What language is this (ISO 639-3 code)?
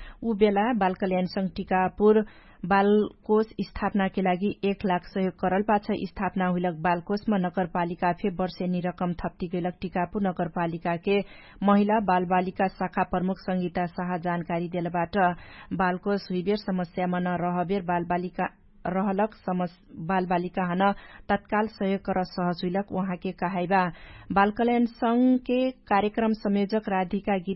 thl